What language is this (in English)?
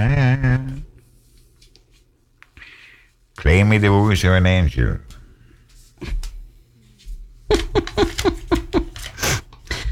Norwegian